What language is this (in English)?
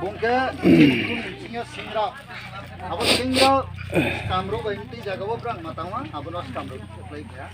Riang (India)